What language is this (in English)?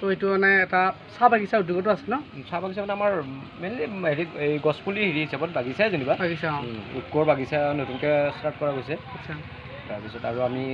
Assamese